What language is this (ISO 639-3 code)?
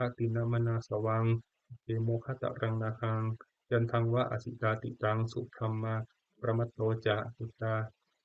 pli